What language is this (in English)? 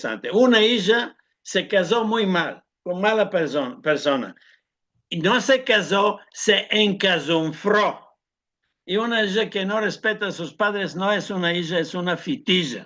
Ladino